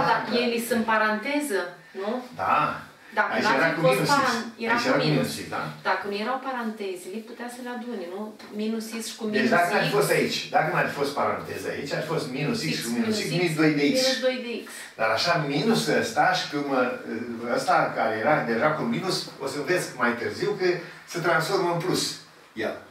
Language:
Romanian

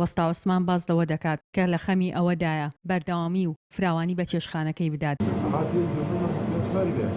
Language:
Central Kurdish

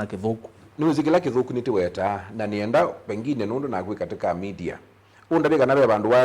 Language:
Kamba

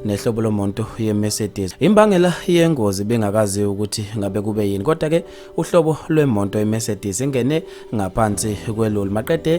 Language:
Zulu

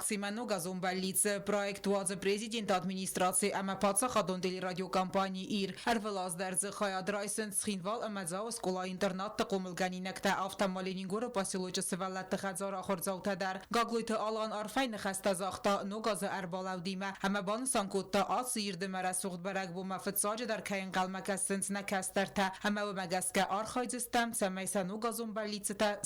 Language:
Ossetic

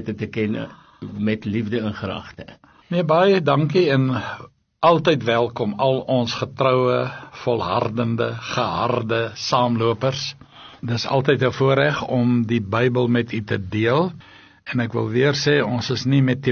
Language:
Afrikaans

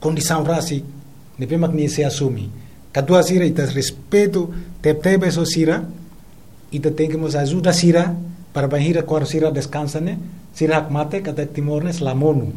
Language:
Tetum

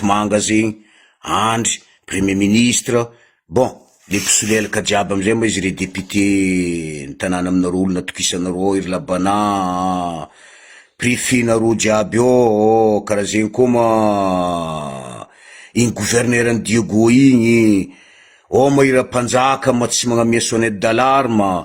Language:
Malagasy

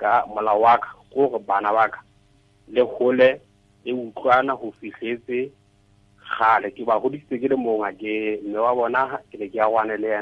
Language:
Tswana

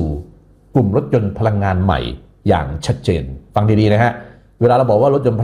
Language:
Thai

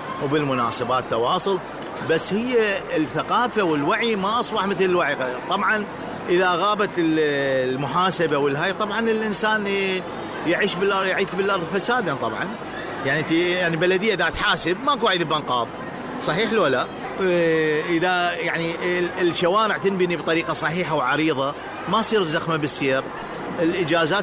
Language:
Mesopotamian Arabic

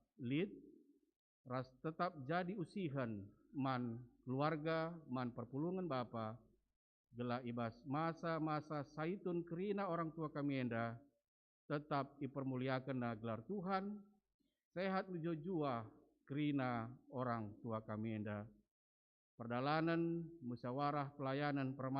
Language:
Batak Karo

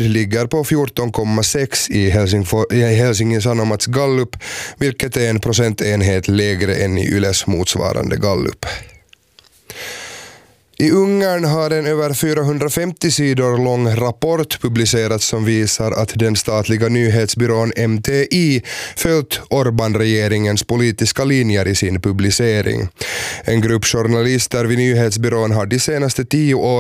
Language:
Swedish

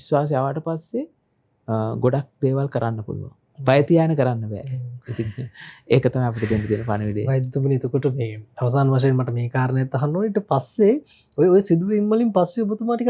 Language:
Sinhala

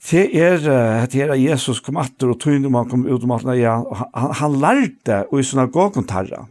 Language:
Faroese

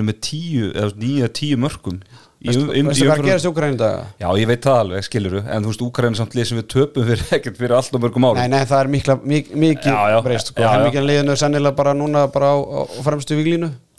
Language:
Icelandic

